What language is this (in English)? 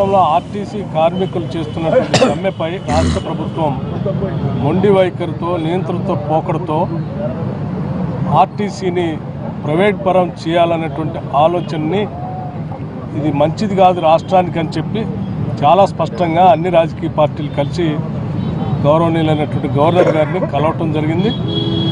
Telugu